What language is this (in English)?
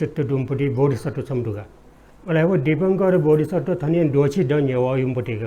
Newari